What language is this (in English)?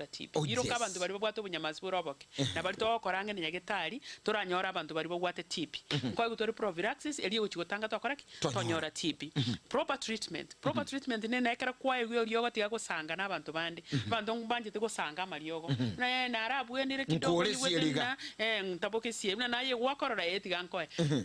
Gusii